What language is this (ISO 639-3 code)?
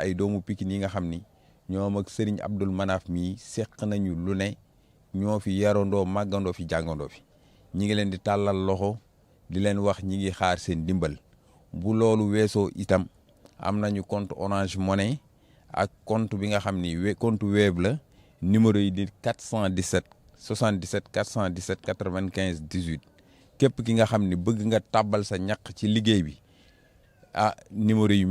wol